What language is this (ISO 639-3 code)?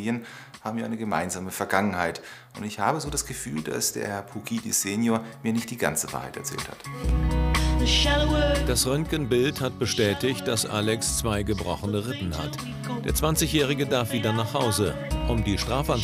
deu